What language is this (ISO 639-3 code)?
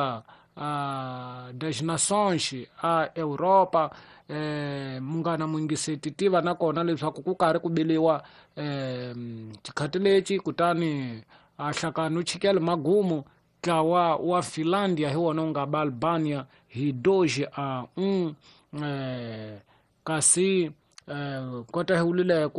tso